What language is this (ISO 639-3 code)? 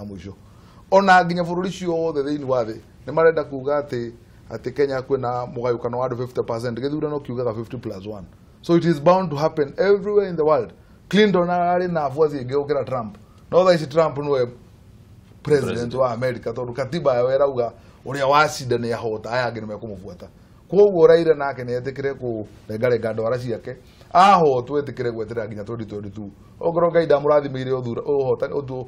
kik